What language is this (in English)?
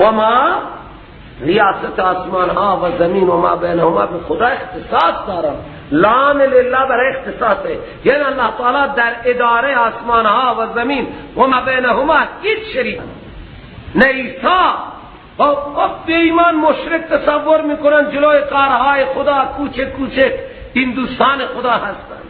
Persian